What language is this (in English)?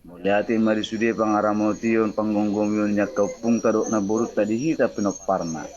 Batak Toba